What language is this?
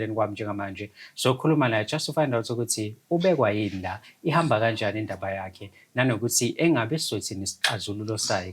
Zulu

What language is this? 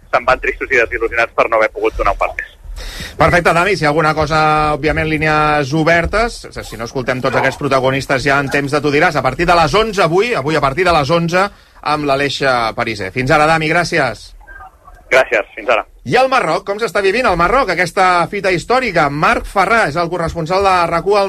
Catalan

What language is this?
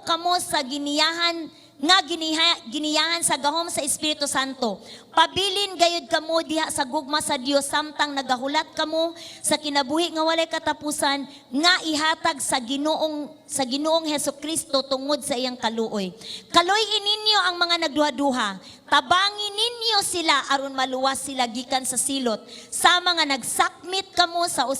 Cebuano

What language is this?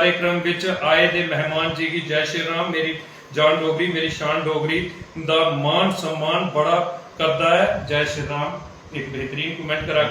Dogri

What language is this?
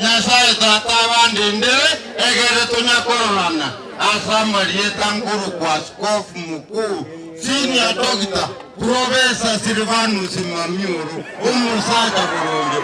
Gusii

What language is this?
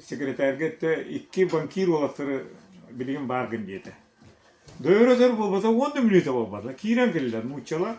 Yakut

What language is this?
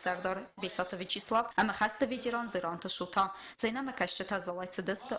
Ossetic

